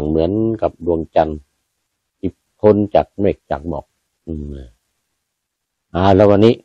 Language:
Thai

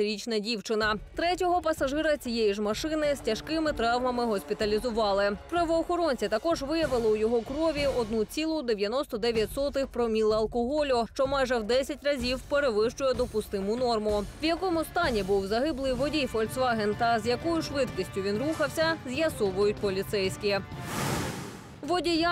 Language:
Ukrainian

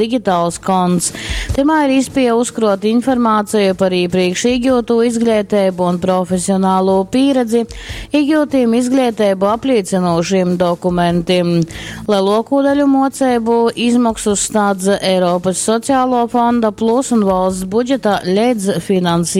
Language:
Latgalian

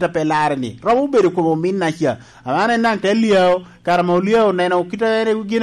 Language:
Lango (Uganda)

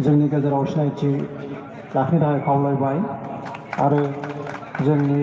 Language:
Bodo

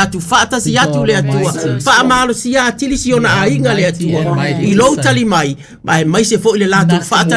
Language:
Samoan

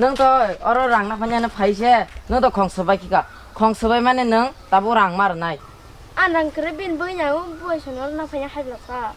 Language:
Kok Borok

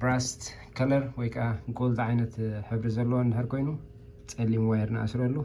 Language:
Tigrinya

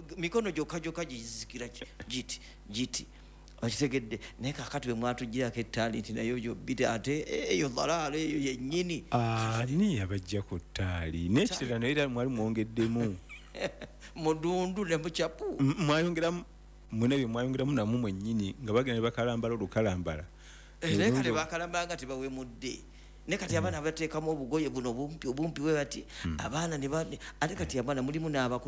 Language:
Ganda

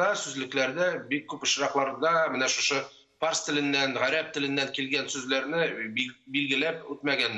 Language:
Tatar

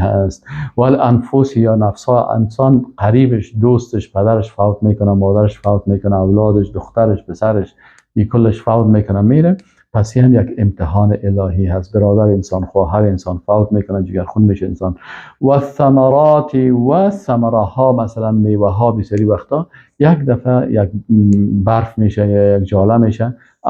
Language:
Persian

